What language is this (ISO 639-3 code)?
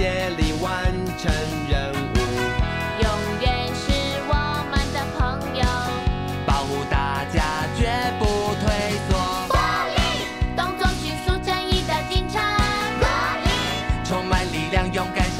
zho